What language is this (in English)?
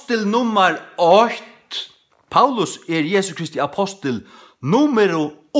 Faroese